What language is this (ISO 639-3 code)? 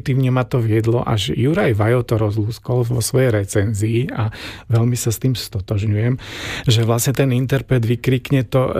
slk